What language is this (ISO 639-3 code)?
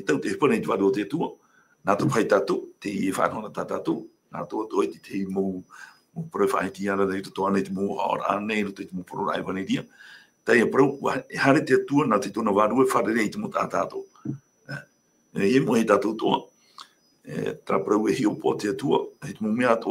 tah